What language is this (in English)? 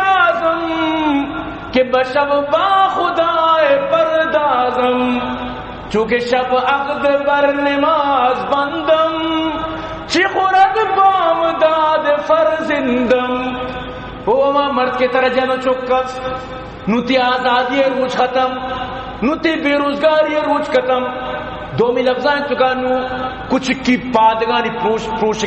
Eastern Balochi